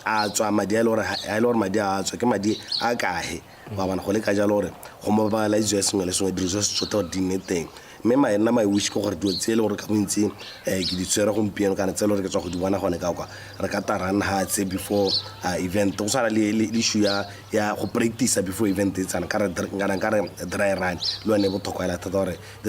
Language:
Tswana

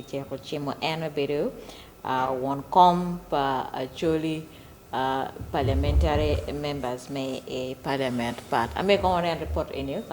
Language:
Acoli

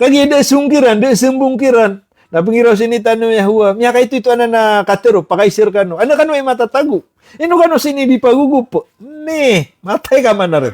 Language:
Maranao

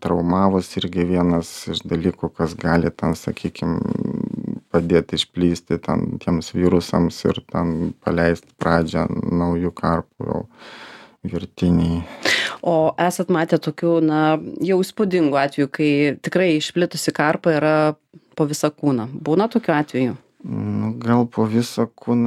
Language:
Lithuanian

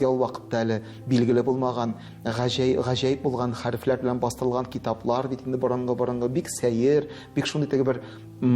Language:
Tatar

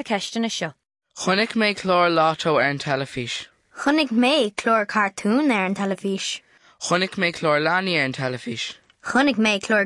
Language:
Irish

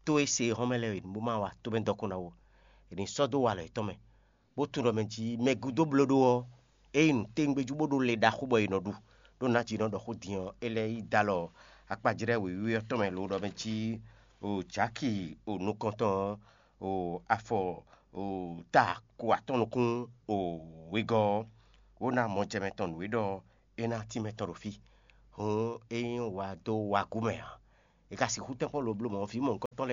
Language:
Fon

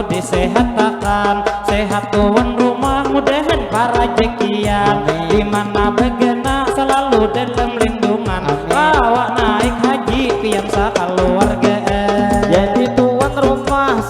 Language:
Banjar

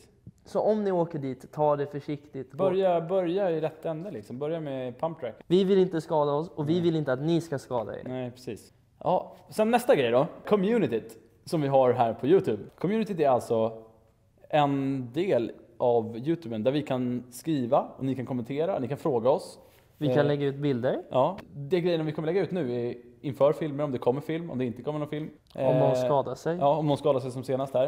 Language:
Swedish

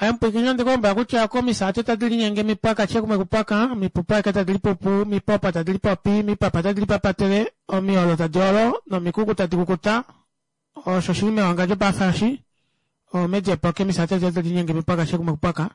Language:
Kuanyama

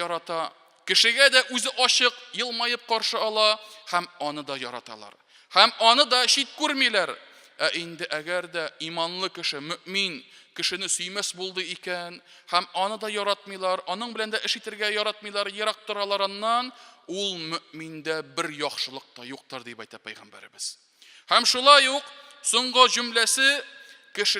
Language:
Tatar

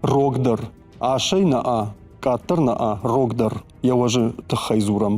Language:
Ossetic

